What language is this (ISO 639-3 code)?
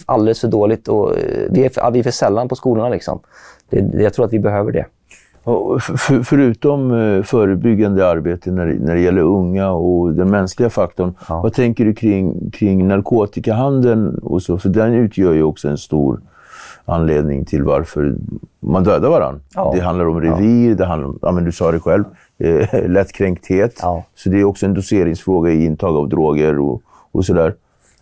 swe